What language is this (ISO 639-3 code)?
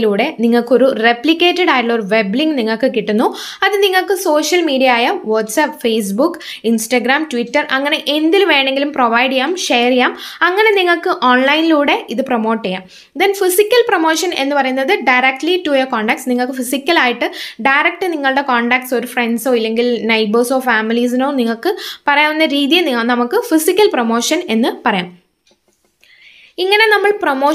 mal